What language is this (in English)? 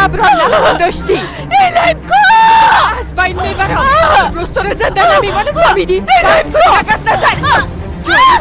Persian